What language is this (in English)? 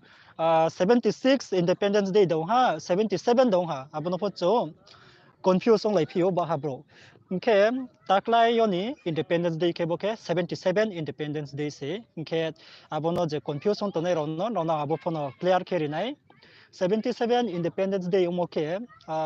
Riang (India)